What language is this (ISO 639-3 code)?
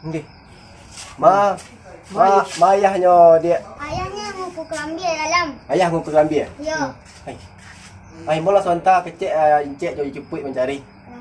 min